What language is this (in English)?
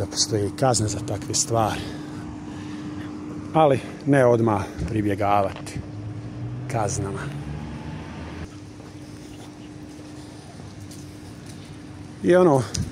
Croatian